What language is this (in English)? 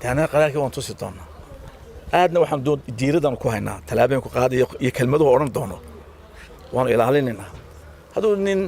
Somali